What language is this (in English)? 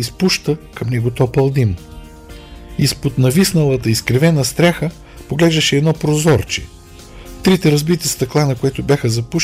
Bulgarian